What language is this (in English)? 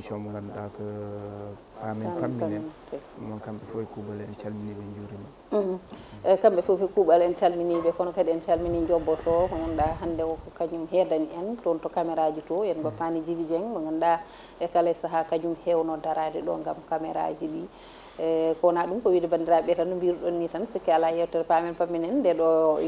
Fula